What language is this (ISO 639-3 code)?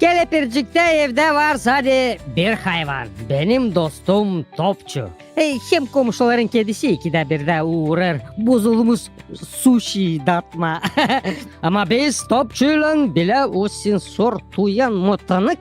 gag